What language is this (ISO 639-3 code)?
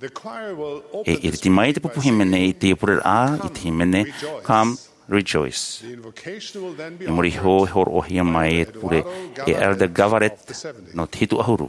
tah